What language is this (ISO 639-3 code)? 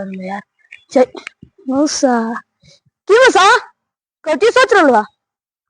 mag